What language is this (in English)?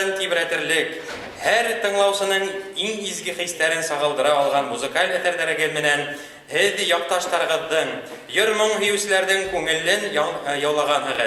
Bashkir